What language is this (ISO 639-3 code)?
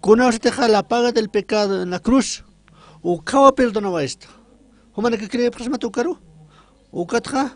aym